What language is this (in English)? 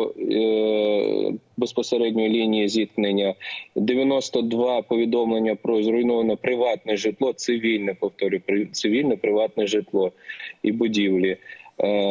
Ukrainian